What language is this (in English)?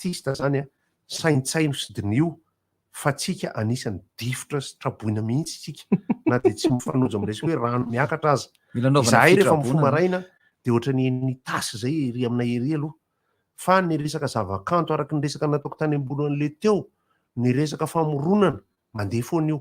Malagasy